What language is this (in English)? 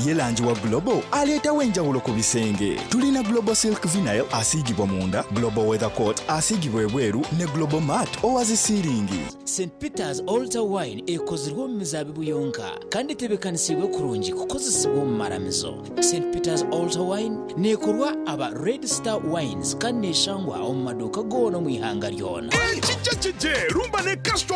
Nyankole